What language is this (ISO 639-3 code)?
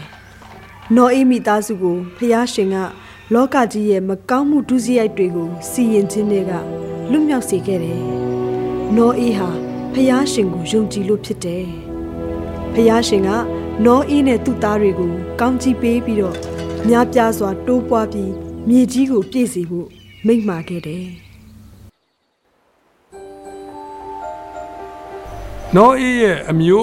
mya